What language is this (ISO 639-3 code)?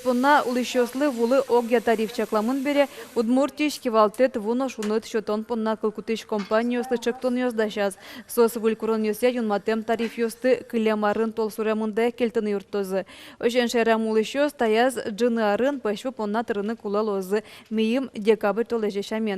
udm